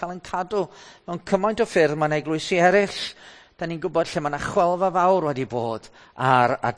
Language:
Welsh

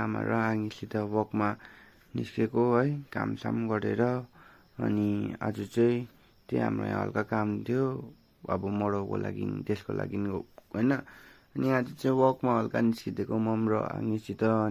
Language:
Nepali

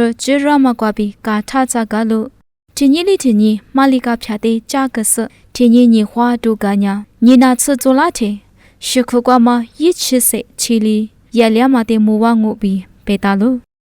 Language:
Lisu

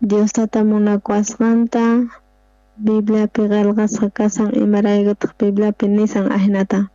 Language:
South Bolivian Quechua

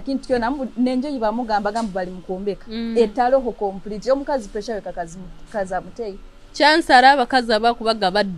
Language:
Nyoro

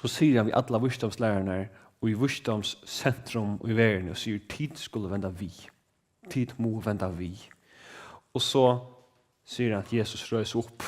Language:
Faroese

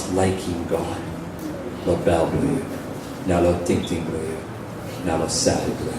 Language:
Tok Pisin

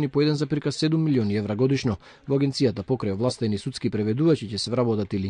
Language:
Macedonian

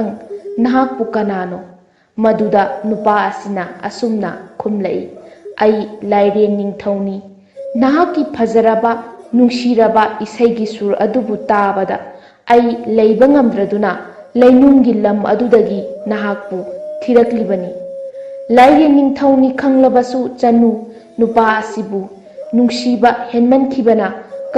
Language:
Manipuri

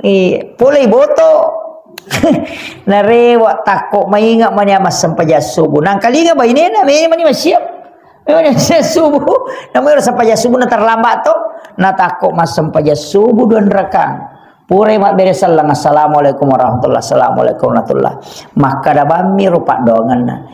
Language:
Buginese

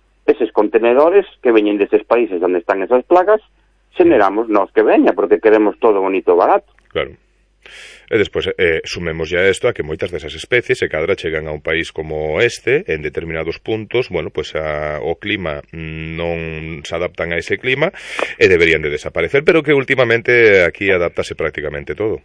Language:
Galician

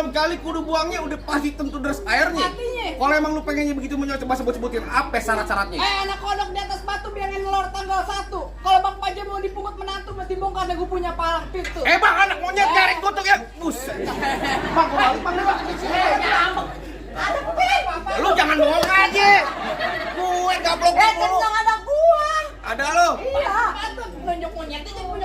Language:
Betawi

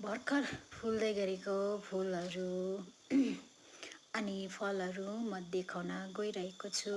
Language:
Nepali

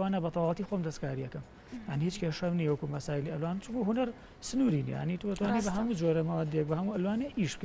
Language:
Central Kurdish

